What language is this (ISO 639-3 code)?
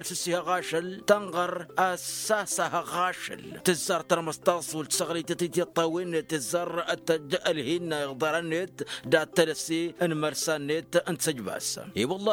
taq